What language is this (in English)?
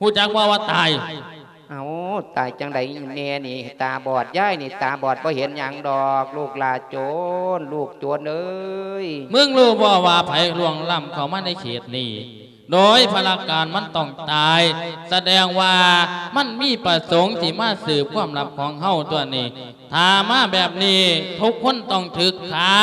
Lao